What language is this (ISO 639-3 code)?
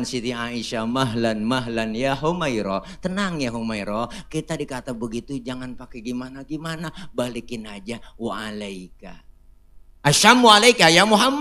bew